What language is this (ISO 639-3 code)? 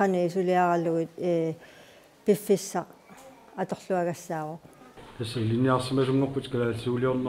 kal